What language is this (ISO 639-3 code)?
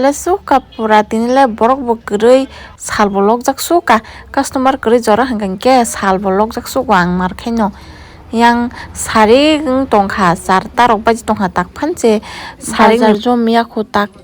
trp